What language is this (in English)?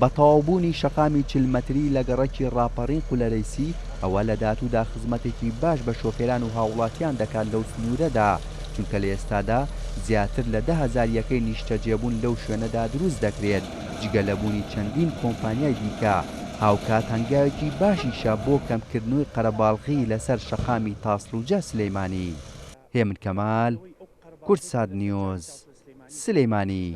Central Kurdish